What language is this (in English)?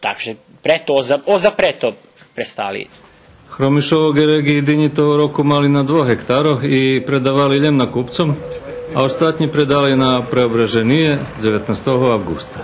Rusyn